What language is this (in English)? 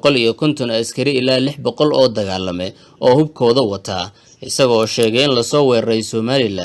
Somali